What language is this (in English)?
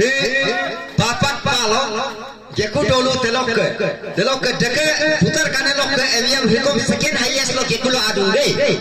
Adi